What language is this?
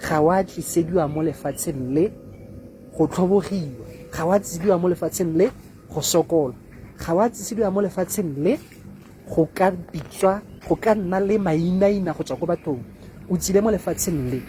Tswana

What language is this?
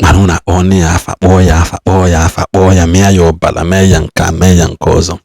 Igbo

